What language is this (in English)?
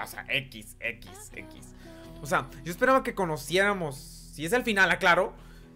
Spanish